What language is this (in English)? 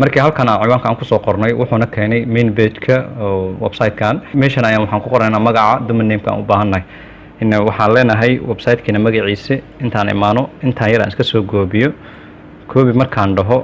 Somali